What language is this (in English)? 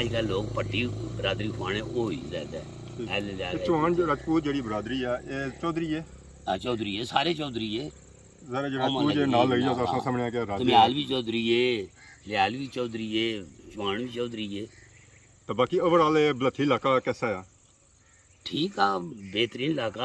Pahari-Potwari